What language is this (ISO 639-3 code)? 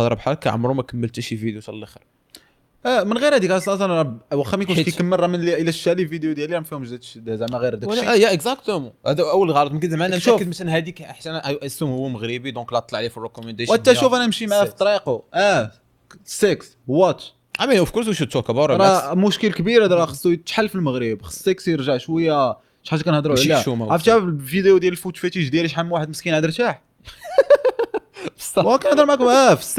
ary